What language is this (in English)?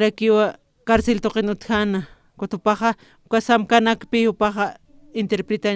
Aymara